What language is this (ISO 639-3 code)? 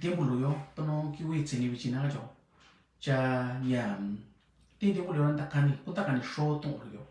mix